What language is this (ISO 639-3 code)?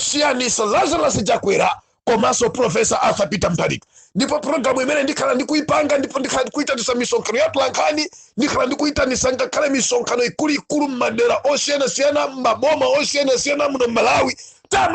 nya